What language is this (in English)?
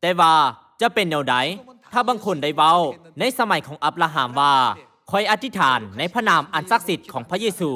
Lao